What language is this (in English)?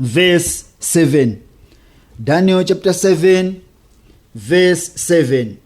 Nyanja